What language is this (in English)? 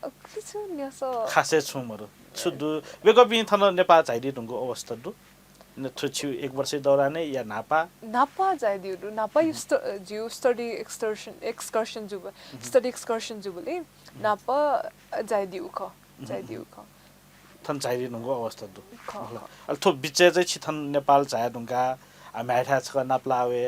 Newari